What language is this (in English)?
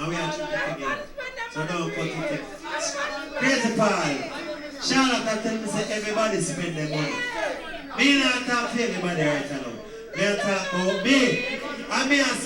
Jamaican Creole English